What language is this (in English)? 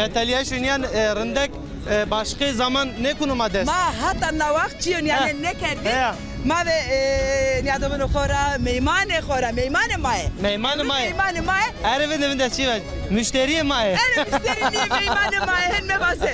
Zaza